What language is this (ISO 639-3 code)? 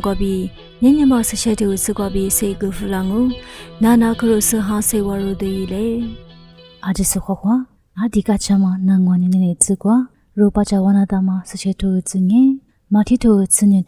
lis